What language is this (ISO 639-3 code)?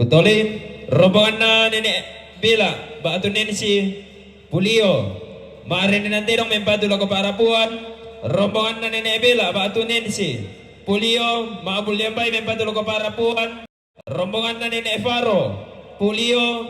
sda